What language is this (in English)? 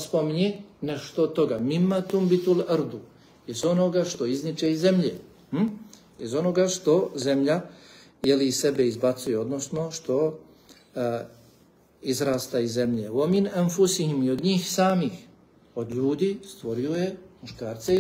Bosnian